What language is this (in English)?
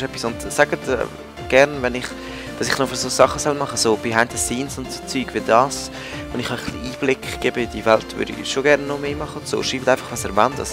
Swiss German